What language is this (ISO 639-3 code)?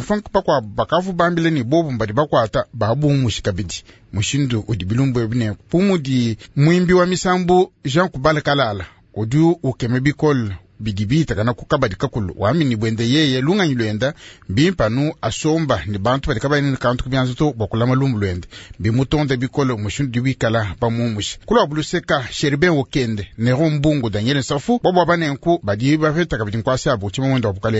lua